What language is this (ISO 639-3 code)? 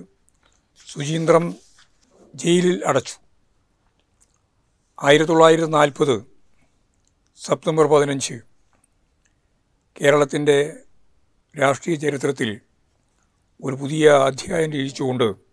mal